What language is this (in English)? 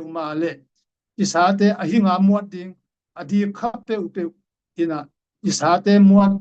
Tedim Chin